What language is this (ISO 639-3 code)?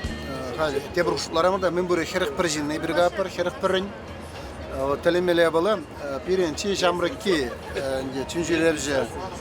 chv